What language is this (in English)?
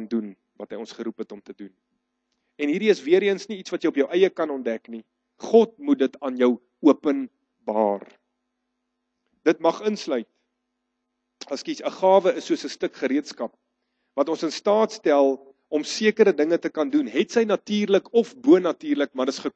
Afrikaans